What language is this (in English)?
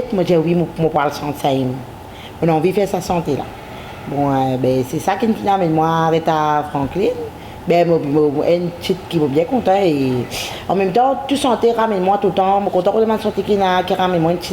Morisyen